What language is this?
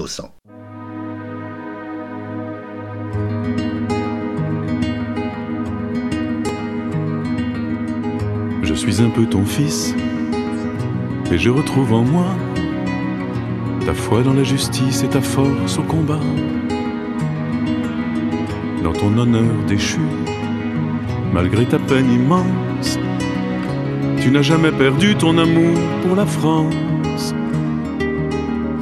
French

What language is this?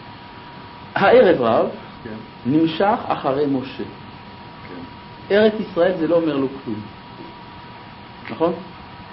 Hebrew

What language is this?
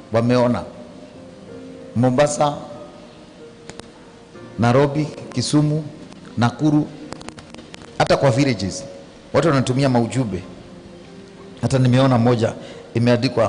Swahili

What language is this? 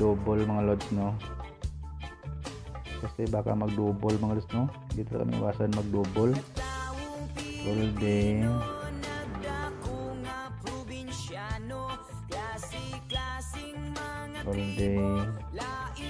Filipino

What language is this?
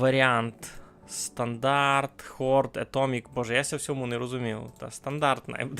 Rusyn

